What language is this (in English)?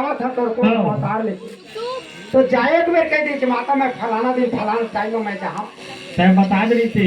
Chhattisgarhi